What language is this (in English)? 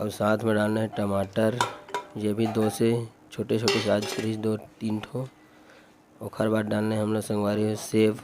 Chhattisgarhi